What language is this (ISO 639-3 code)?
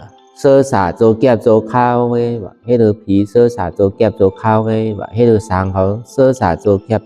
shn